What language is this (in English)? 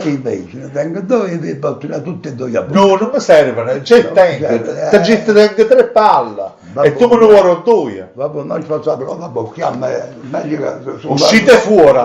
Neapolitan